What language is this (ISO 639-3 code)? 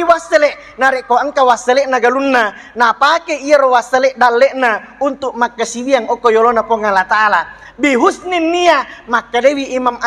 bug